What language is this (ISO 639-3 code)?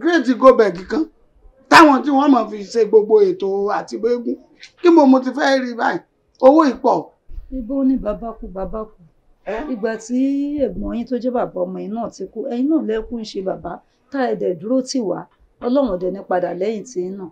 yor